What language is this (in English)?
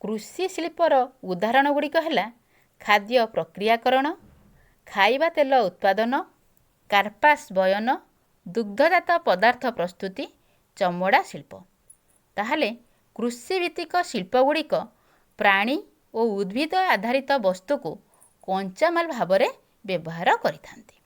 Odia